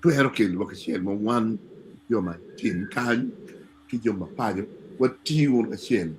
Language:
Acoli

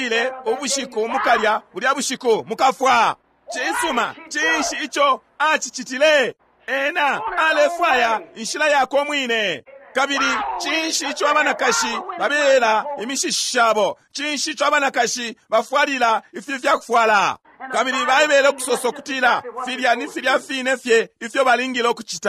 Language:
Bemba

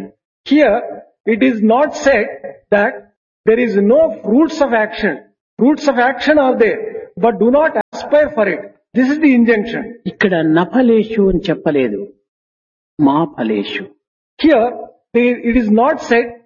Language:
Telugu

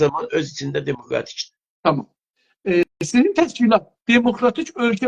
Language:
South Azerbaijani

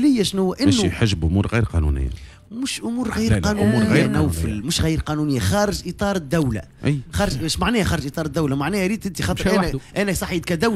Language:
Tunisian Arabic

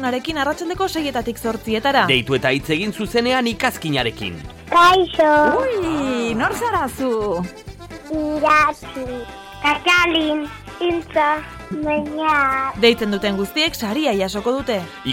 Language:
Basque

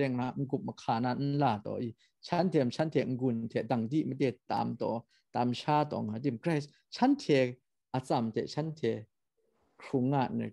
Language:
Kachin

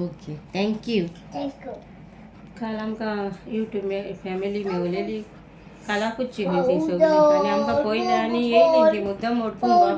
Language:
Konkani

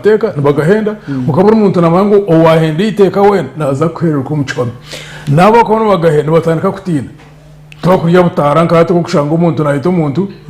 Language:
Nyankole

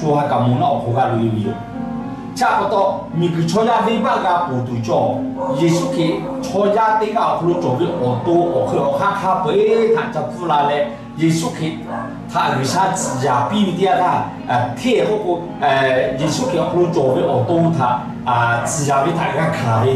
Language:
Lahu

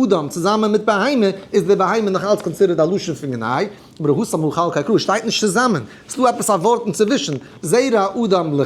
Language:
Yiddish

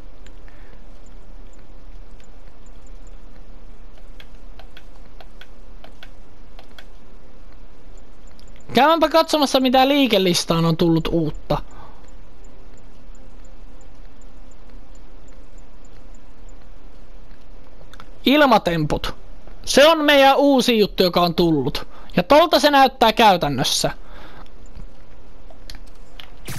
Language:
Finnish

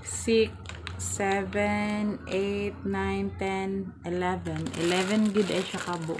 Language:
Cebuano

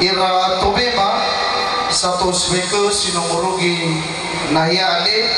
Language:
Nias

